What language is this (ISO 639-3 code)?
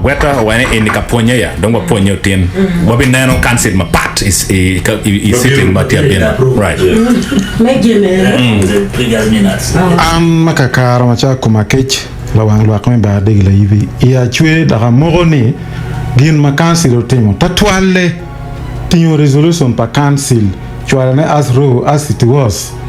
ach